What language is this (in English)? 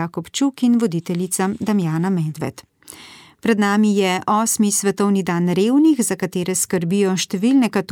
Slovenian